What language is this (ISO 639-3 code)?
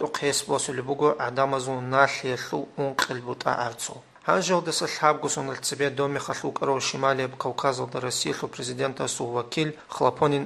ava